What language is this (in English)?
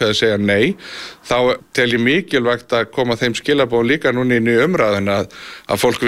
Icelandic